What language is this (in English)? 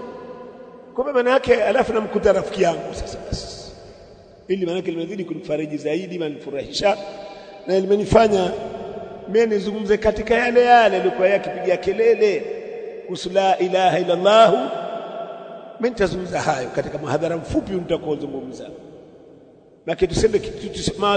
Swahili